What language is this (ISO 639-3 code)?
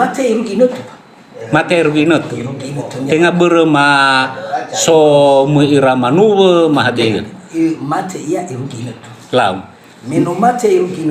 nia